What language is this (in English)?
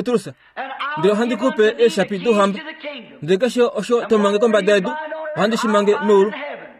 Kuanyama